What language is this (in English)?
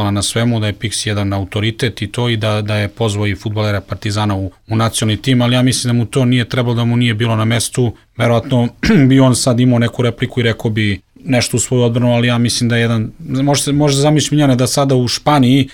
Serbian